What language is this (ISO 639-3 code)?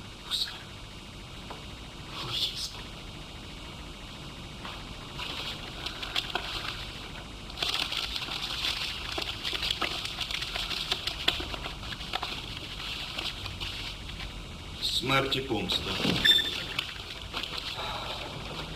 ukr